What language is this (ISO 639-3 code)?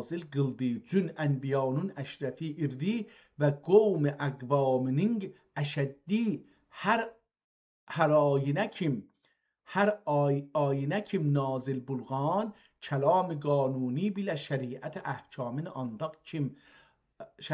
azb